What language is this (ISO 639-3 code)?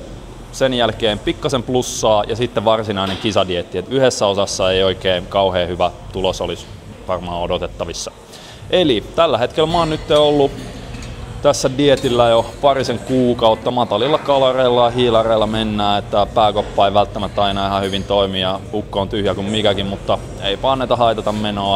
fin